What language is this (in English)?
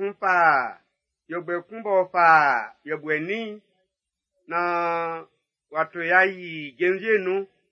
Baoulé